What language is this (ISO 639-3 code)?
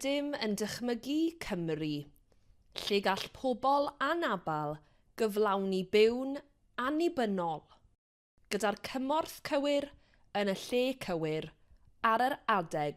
cym